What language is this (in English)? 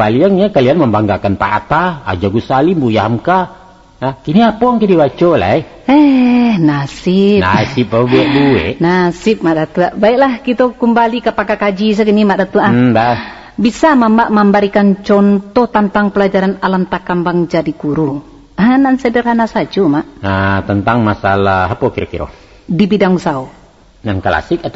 Minangkabau